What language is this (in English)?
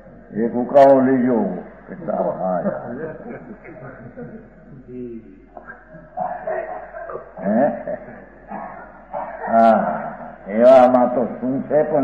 Gujarati